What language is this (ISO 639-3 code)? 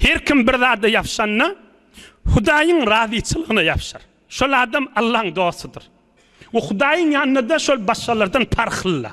tuk